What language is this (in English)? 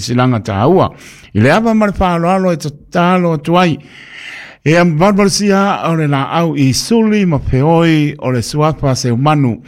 Samoan